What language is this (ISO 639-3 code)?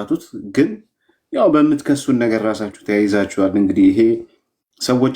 amh